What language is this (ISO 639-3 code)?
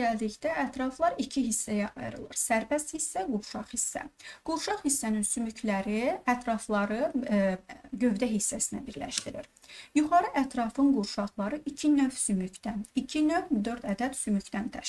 aze